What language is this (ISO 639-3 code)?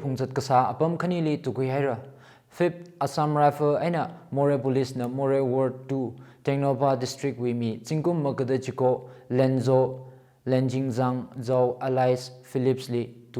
nmf